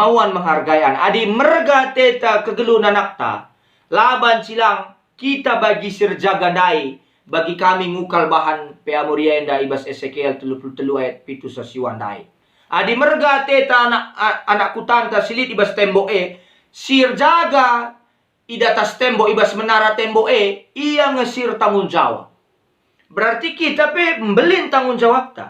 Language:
Batak Karo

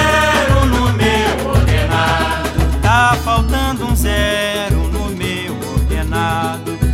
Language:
Portuguese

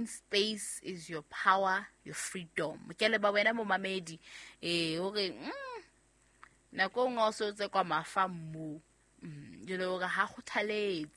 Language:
Southern Sotho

